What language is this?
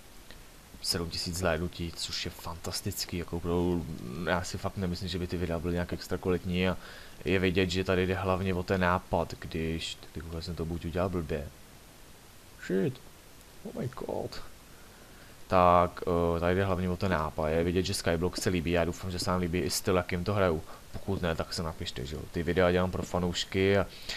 Czech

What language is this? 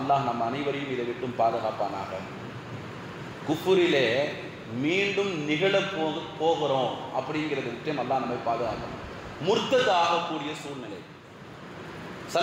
Tamil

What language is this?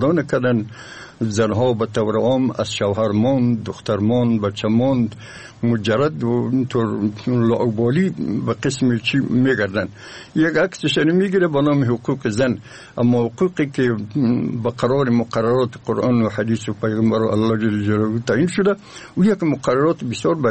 Persian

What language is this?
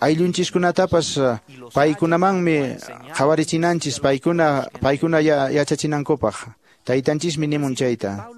Quechua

